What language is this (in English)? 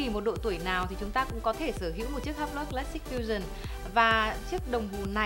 Vietnamese